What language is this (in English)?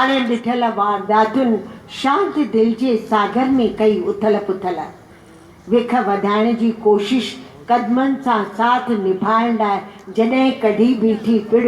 Sindhi